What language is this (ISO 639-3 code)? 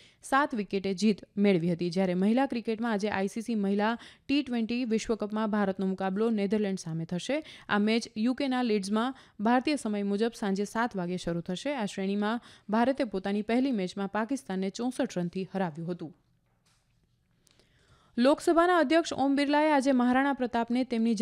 guj